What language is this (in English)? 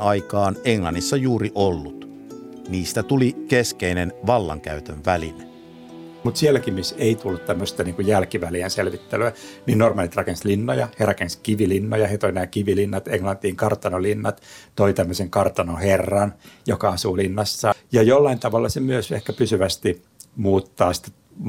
Finnish